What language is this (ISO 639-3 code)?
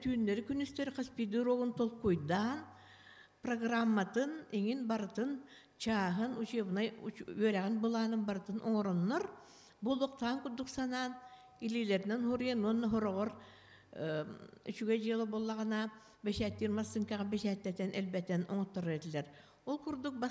sah